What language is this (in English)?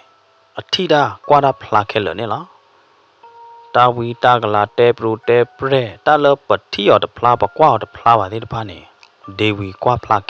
S'gaw Karen